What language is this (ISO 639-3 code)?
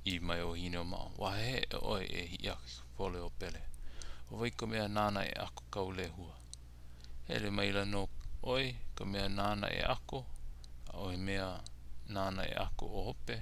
haw